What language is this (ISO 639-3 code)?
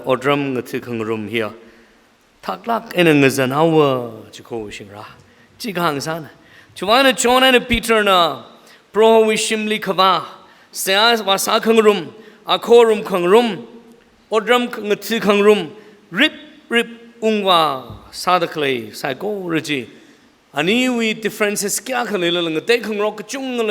nmf